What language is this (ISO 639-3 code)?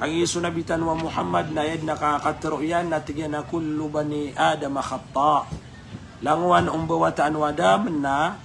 mrw